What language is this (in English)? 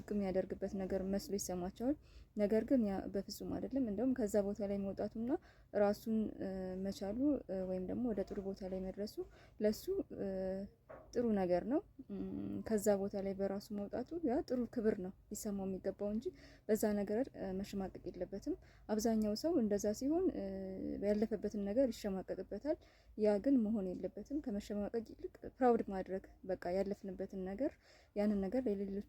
Amharic